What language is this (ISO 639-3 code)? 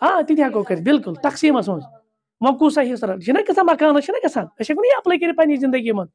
kas